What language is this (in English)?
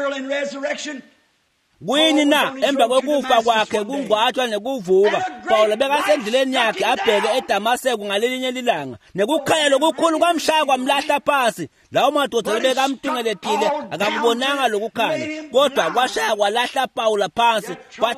Swati